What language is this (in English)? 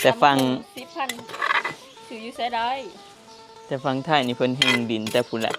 Northeastern Thai